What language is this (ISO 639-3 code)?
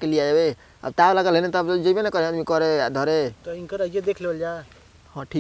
bho